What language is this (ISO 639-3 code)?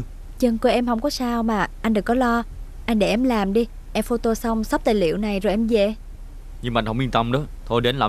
vie